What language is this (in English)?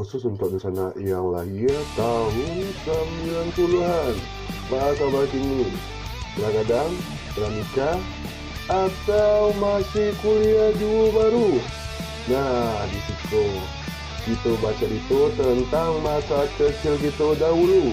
Minangkabau